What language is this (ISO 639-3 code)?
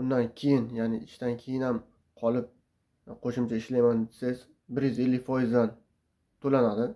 uzb